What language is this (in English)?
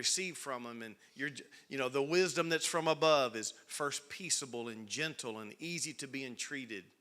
English